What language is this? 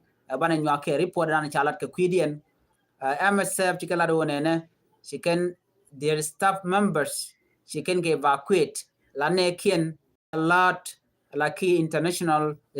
Nuer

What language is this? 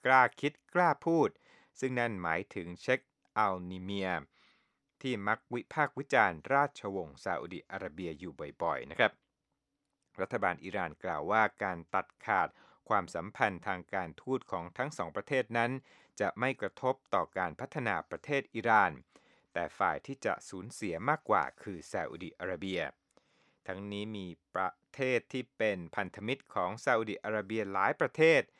Thai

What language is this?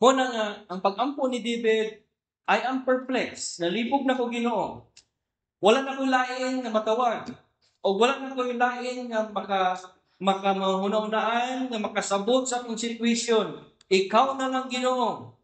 Cebuano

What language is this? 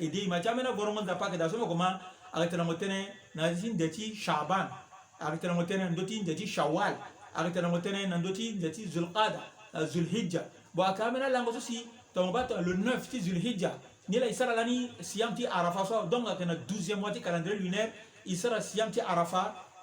Sango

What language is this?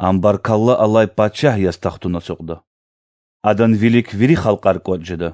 Lezghian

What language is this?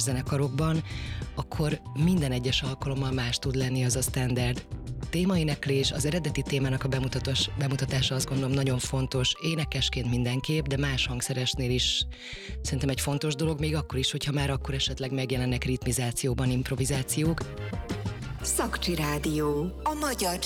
Hungarian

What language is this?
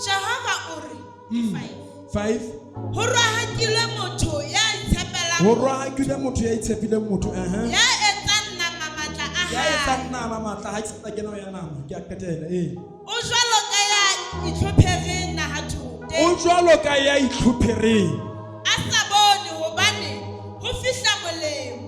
Southern Sotho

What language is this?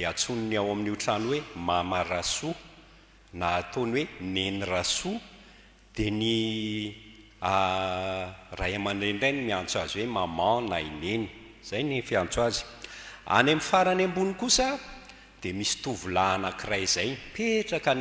Malagasy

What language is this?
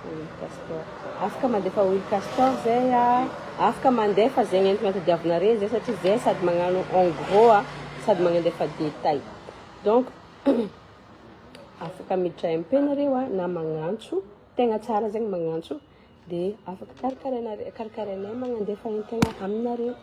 Malagasy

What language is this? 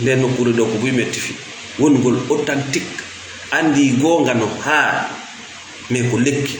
Fula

